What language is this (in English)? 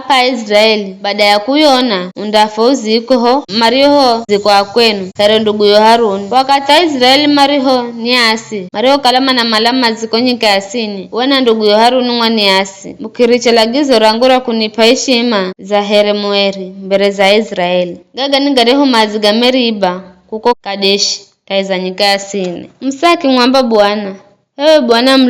Giryama